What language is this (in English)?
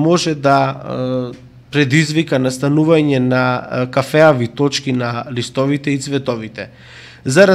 Macedonian